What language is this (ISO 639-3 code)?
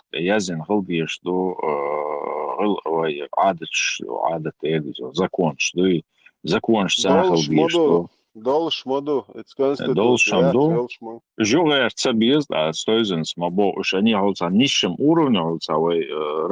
che